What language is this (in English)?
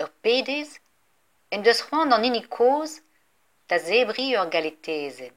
Breton